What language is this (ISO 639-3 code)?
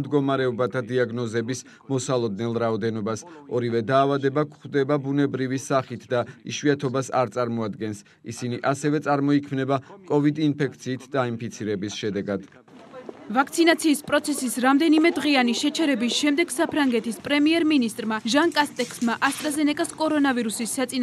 kat